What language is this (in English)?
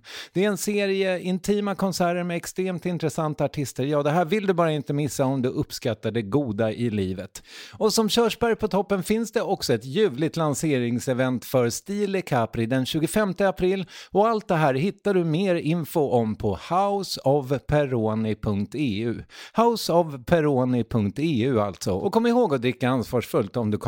Swedish